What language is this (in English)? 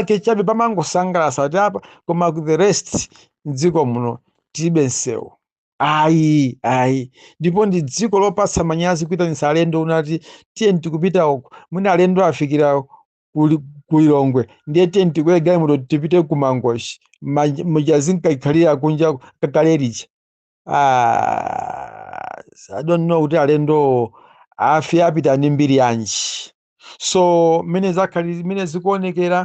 Nyanja